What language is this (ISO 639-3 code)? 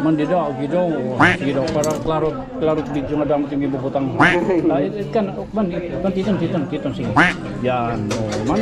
war